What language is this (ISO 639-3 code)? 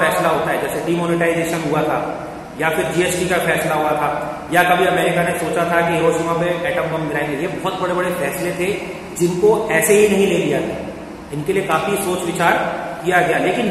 hin